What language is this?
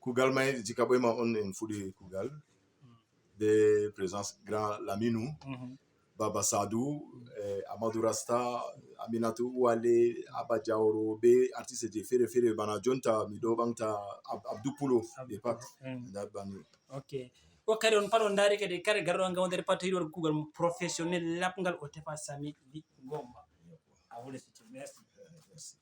Fula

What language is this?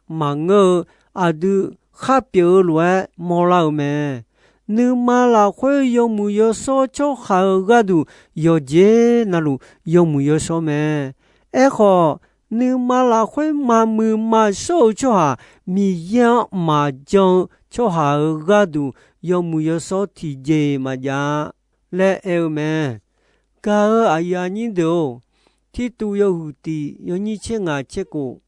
Akha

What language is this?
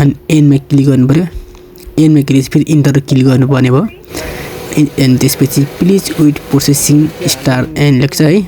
Nepali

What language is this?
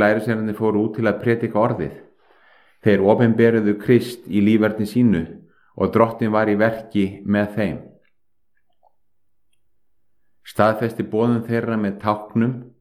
Icelandic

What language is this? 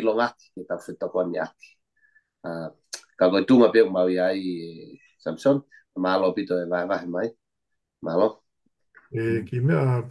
Tongan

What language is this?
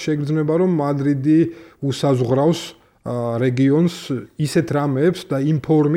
Georgian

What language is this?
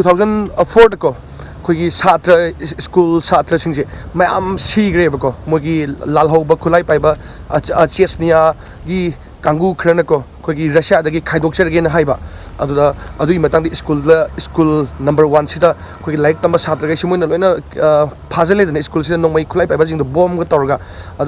Manipuri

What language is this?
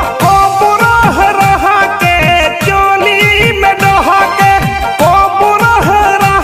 Bhojpuri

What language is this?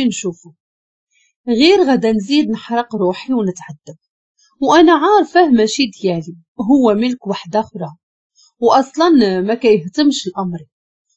Moroccan Arabic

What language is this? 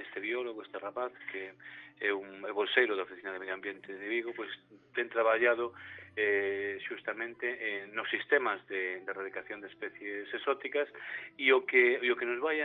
Galician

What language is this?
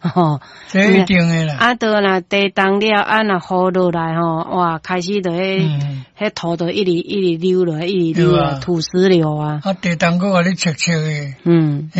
Min Nan Chinese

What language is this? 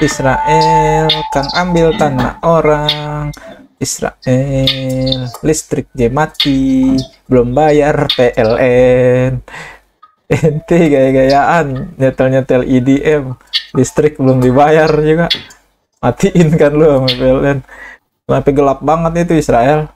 Betawi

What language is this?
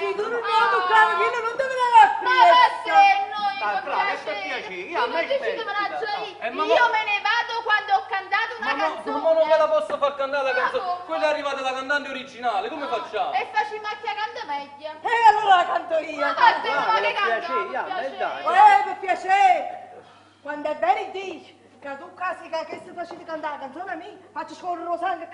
Neapolitan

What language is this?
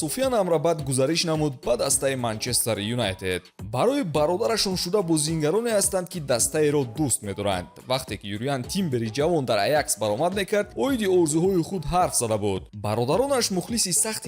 Tajik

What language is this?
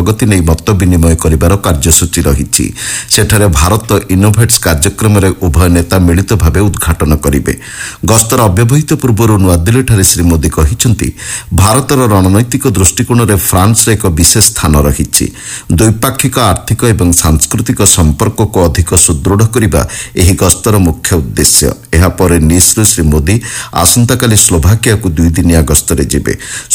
Odia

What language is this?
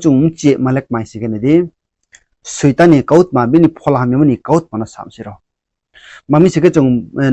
Riang (India)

